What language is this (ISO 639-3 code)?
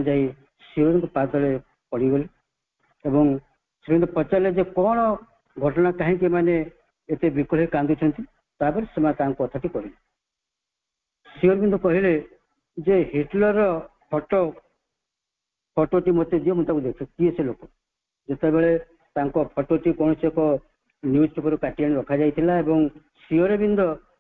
ori